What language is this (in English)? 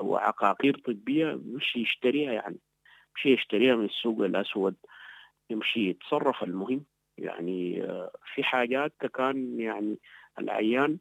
Sudanese Arabic